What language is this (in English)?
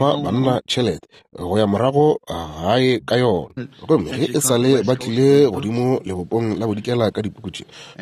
Northern Sotho